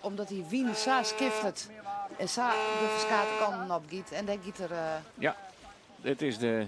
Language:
Western Frisian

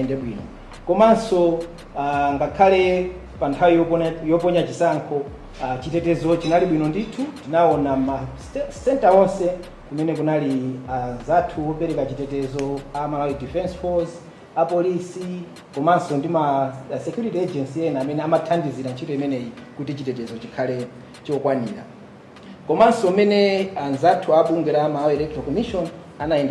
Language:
Nyanja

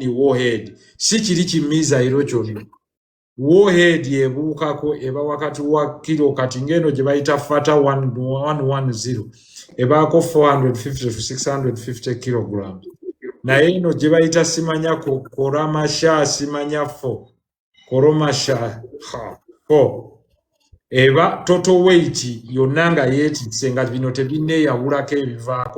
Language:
Ganda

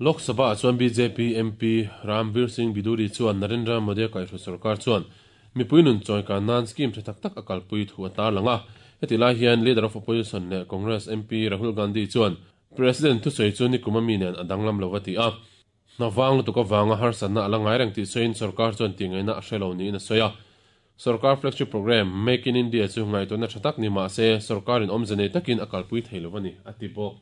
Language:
Mizo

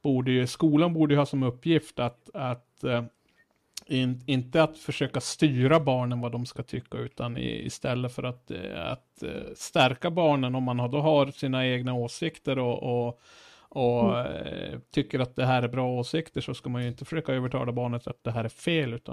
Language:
Swedish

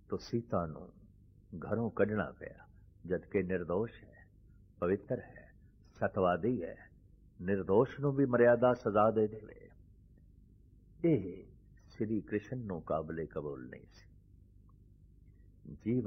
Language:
Punjabi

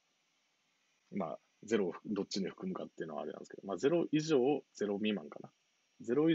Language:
Japanese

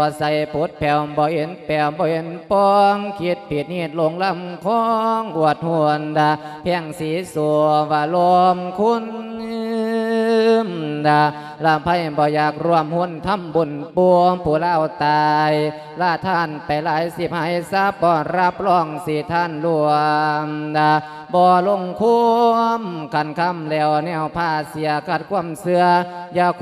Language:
Lao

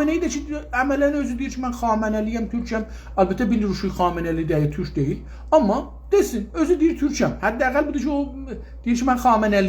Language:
South Azerbaijani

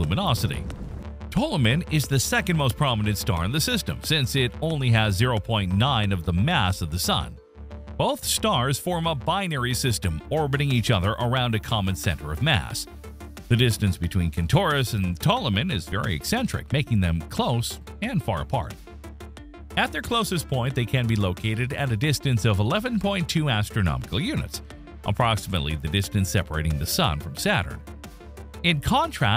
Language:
English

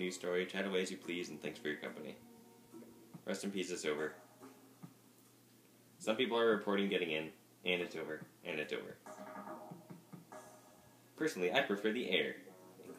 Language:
English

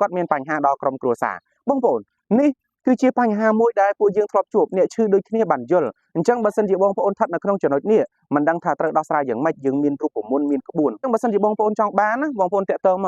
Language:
Khmer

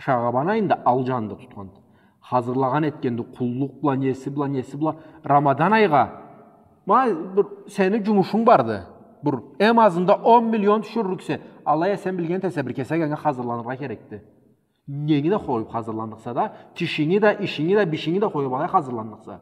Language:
Karachay-Balkar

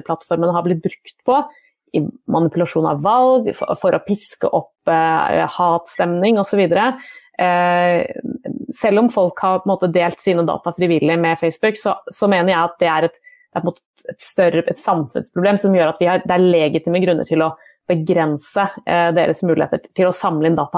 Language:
Norwegian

